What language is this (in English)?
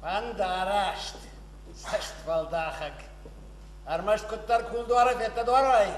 Ossetic